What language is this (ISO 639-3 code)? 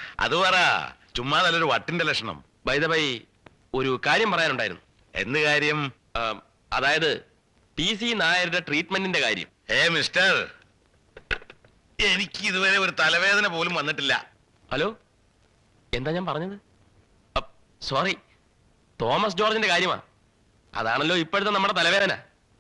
mal